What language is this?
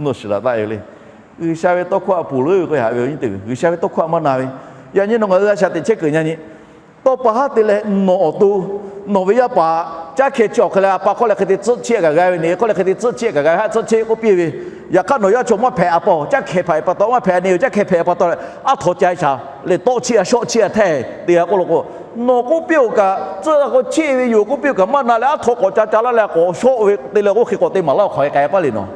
Lahu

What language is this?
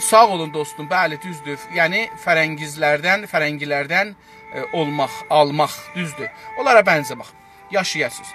South Azerbaijani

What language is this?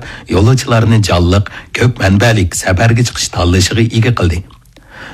Uyghur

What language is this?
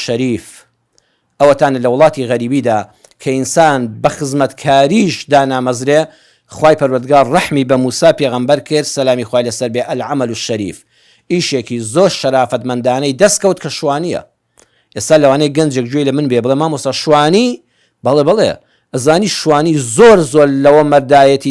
Central Kurdish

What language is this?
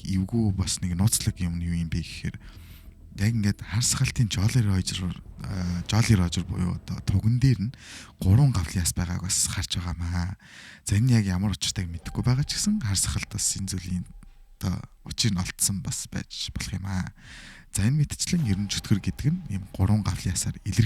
Mongolian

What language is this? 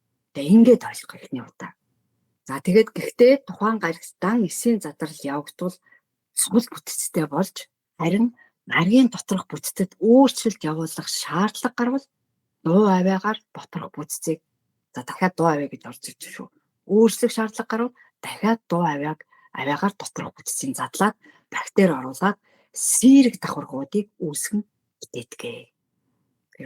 Mongolian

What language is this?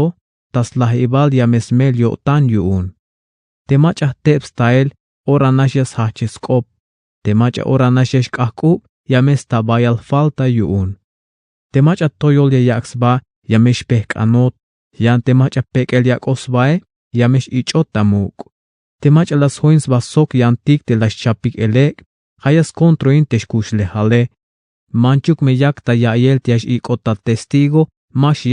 Tzeltal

